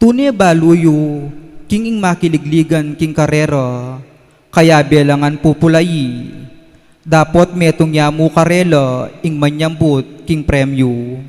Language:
Pampanga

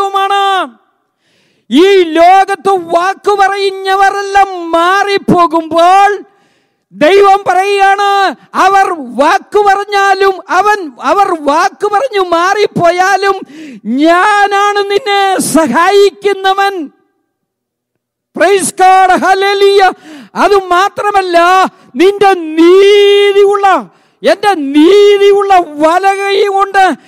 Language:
Malayalam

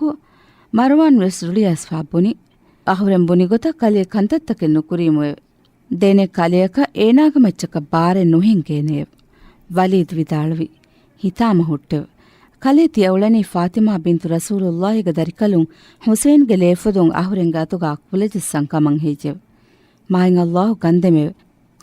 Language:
Divehi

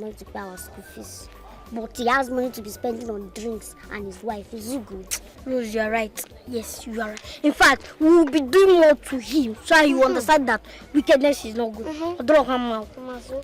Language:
Nigerian Pidgin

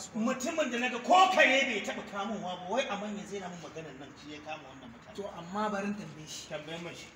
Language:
Hausa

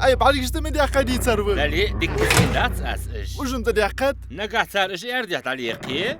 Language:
Ingush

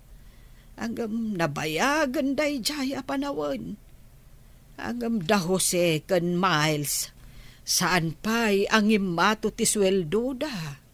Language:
Iloko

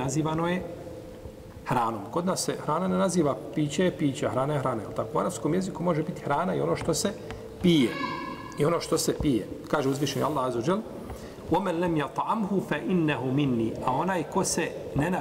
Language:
Bosnian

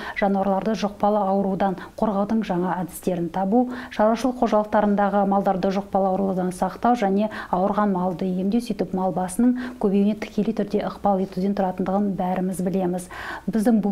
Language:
Kazakh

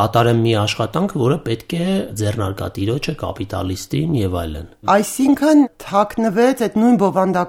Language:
Armenian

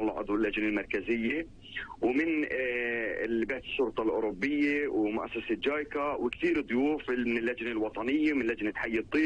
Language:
North Levantine Arabic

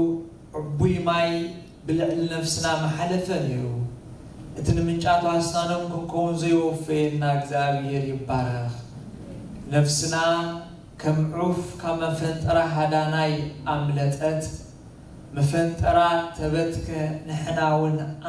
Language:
Tigrinya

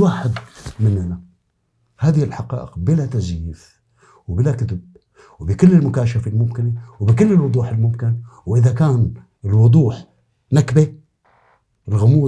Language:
North Levantine Arabic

